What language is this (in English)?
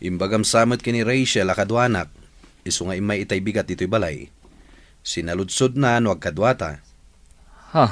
Iloko